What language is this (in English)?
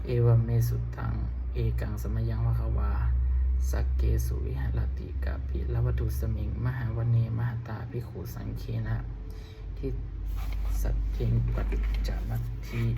Pali